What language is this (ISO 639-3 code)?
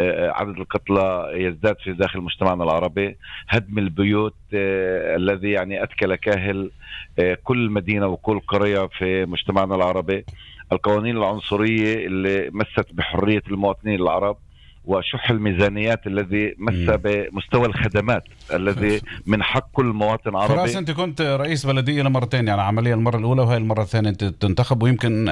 apc